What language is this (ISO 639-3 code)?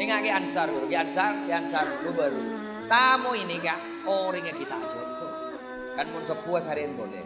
mad